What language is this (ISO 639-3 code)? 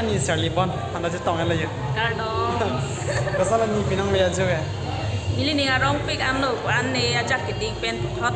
mjw